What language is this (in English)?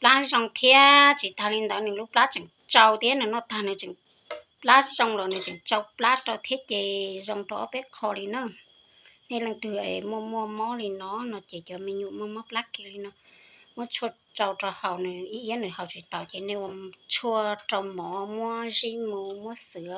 Hmong